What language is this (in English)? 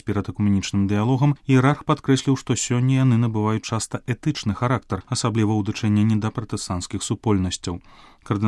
Belarusian